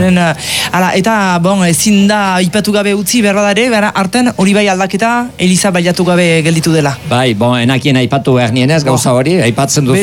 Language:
Basque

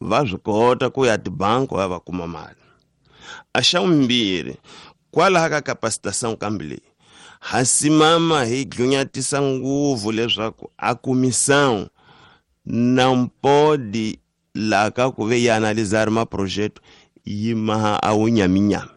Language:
Tsonga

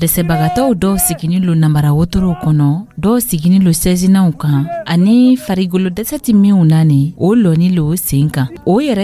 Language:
Dyula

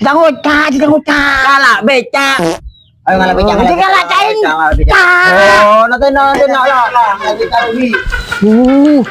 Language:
Madurese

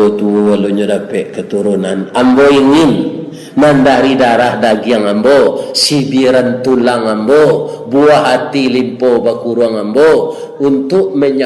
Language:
Minangkabau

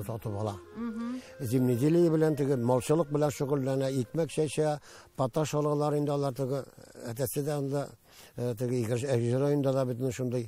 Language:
Tatar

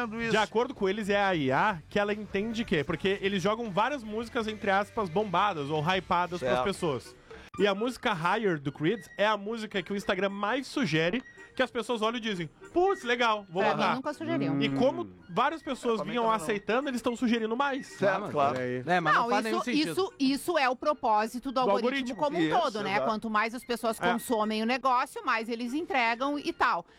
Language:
Portuguese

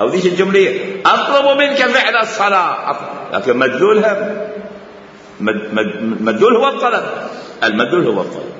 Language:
Mesopotamian Arabic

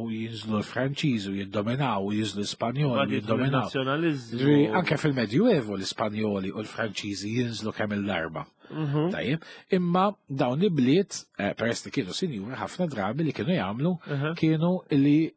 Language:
Maltese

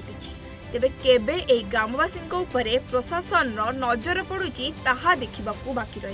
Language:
Odia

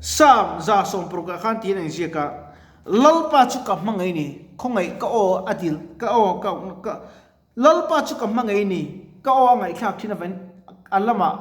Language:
Mizo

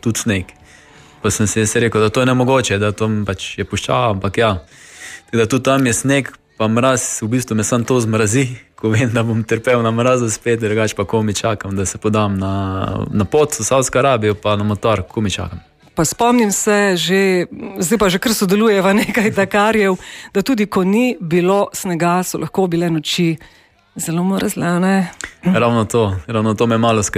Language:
Slovenian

